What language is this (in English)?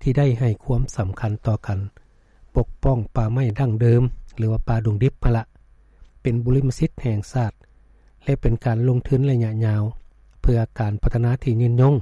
Lao